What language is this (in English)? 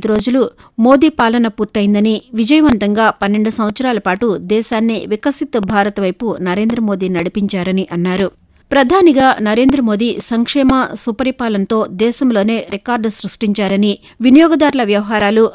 Telugu